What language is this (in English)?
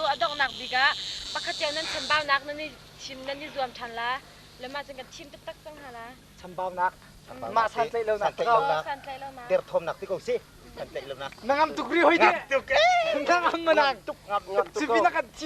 Hakha Chin